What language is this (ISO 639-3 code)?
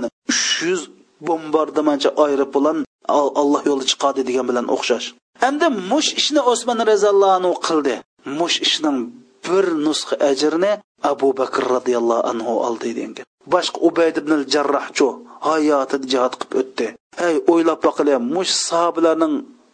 uig